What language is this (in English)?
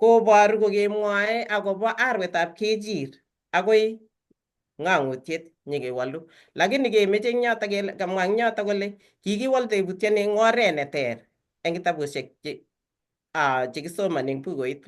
Kalenjin